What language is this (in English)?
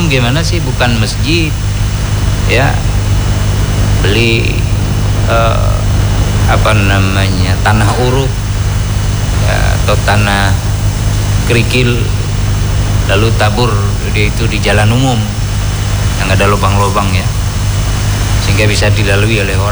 Indonesian